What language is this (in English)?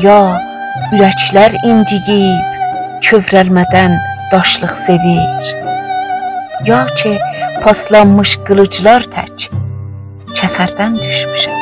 South Azerbaijani